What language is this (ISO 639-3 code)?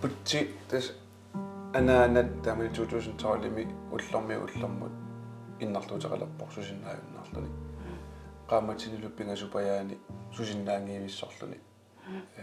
kal